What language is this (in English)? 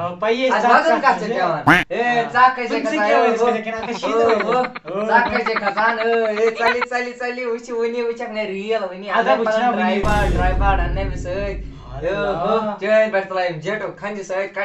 Kashmiri